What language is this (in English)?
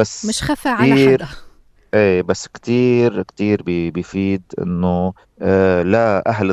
North Levantine Arabic